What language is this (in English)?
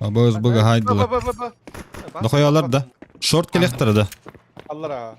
Yakut